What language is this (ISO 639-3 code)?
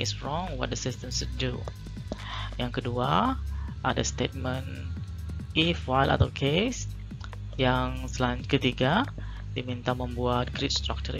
ind